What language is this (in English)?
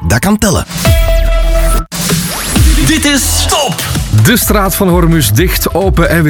Dutch